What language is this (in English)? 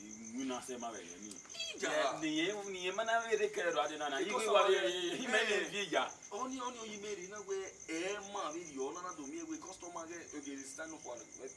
Bini